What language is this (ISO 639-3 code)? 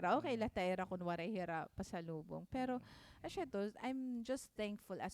war